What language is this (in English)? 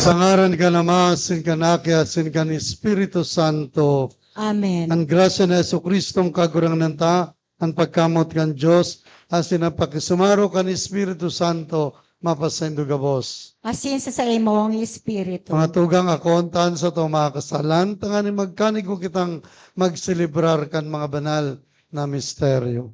Bikol